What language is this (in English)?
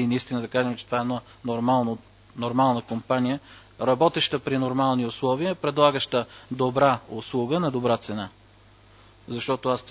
Bulgarian